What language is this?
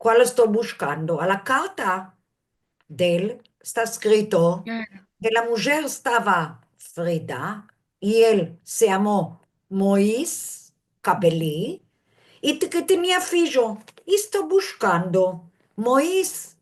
Ladino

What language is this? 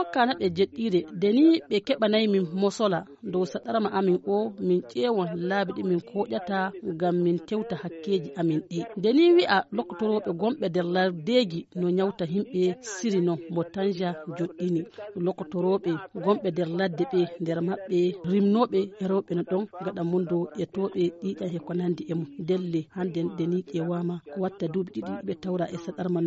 Fula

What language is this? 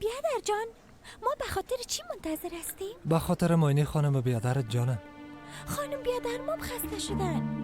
Persian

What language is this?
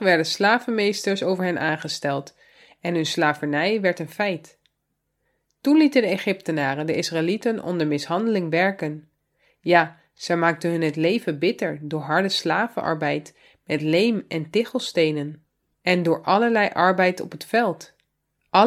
Dutch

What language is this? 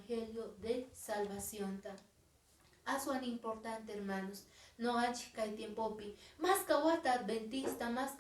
Quechua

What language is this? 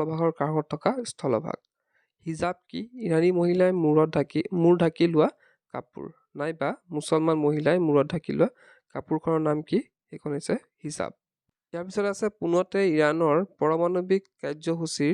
Assamese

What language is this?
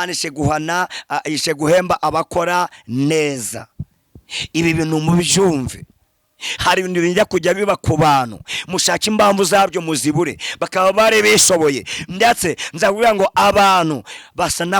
Kinyarwanda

